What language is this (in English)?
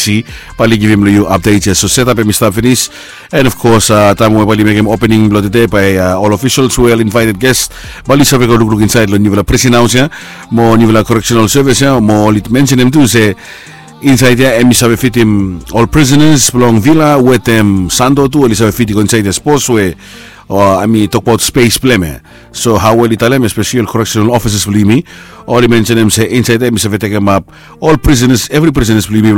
Bislama